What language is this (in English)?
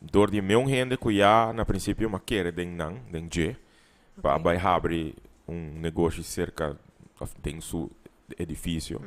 Papiamento